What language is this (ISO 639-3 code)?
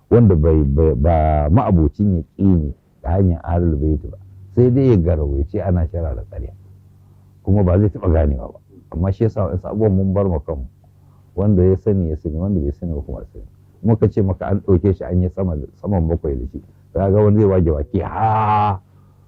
hau